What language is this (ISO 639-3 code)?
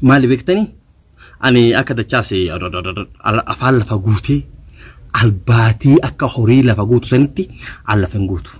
orm